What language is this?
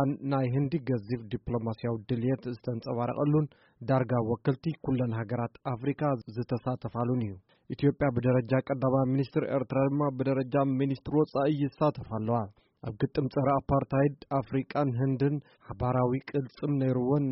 Tigrinya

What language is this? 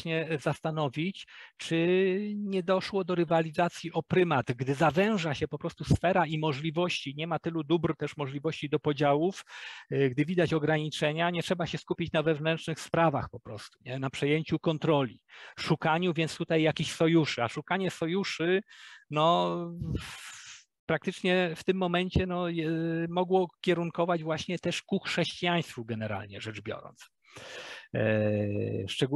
Polish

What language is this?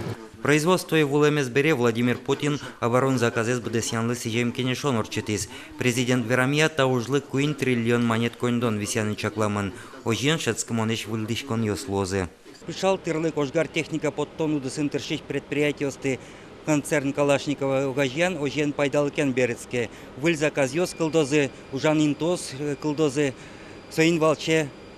Udmurt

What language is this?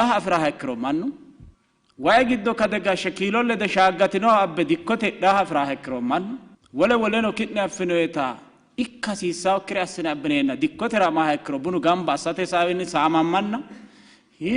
Sidamo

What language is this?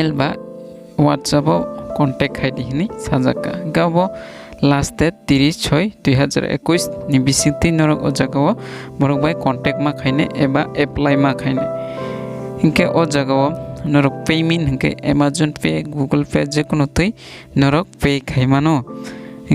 Kok Borok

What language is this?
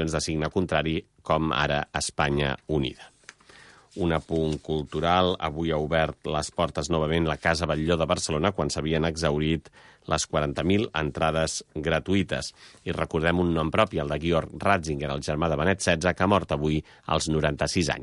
Catalan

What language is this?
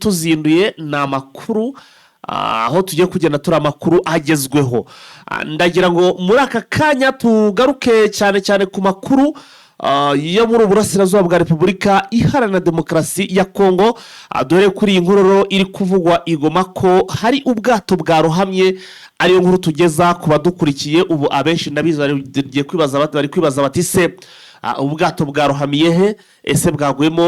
Kinyarwanda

